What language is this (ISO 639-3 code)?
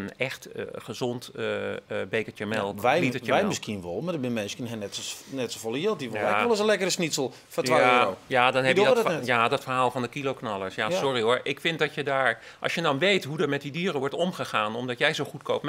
fry